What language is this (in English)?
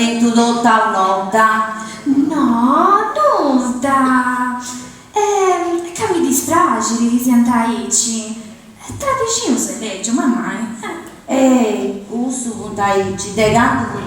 Sardinian